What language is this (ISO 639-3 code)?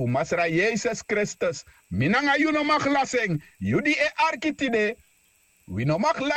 srn